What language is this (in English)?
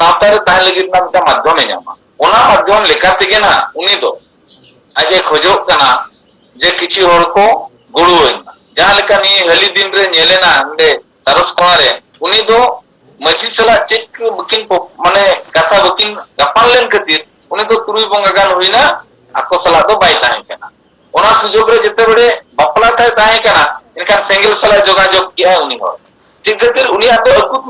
Santali